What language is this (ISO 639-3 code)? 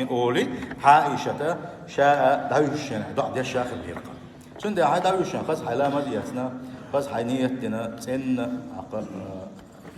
che